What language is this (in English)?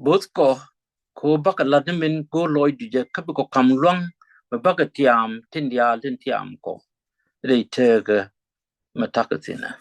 Nuer